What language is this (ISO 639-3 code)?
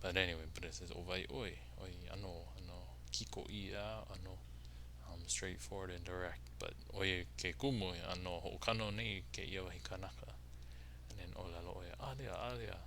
haw